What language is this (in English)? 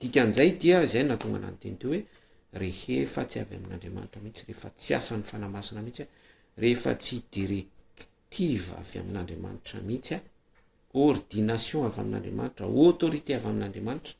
Malagasy